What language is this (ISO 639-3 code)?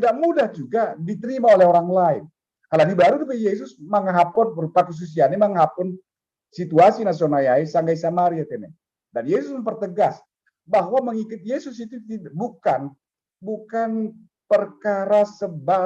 bts